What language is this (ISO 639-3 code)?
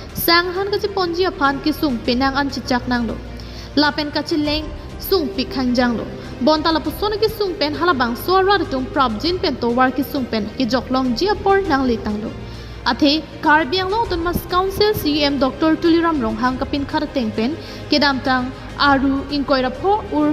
mjw